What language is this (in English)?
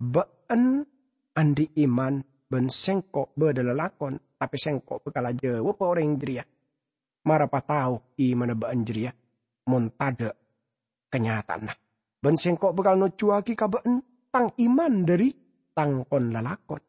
Madurese